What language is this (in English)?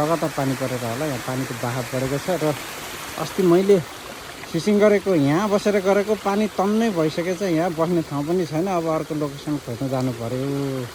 Nepali